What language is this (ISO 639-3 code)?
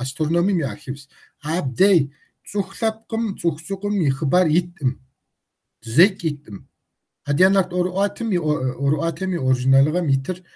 kbd